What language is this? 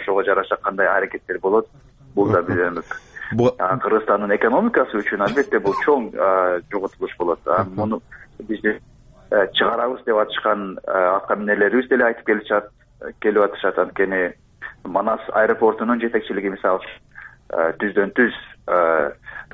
Kyrgyz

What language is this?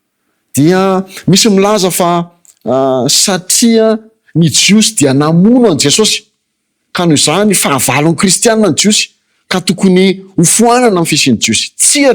Malagasy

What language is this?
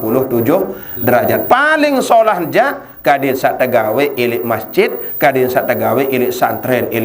Sasak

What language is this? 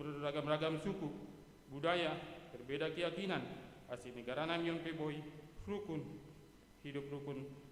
Batak Simalungun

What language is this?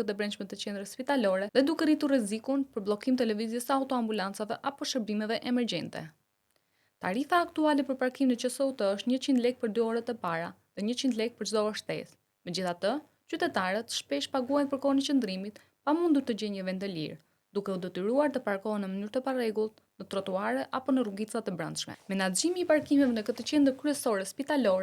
Albanian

